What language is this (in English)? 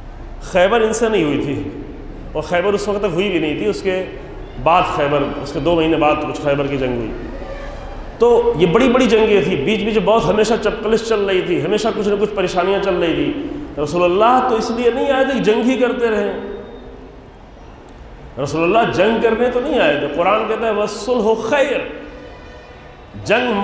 Urdu